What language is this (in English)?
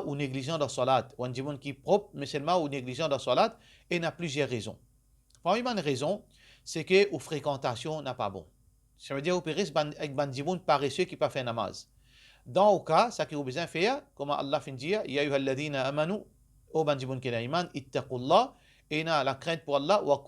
Morisyen